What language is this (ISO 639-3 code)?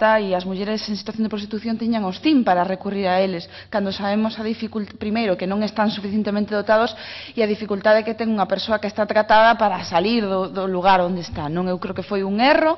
glg